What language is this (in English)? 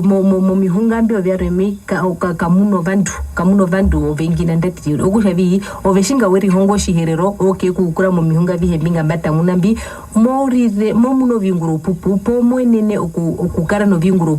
Herero